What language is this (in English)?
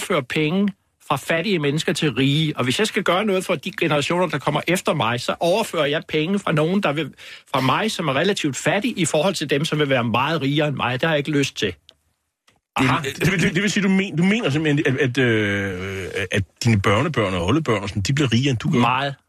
Danish